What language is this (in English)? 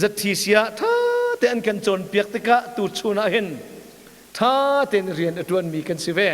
Hakha Chin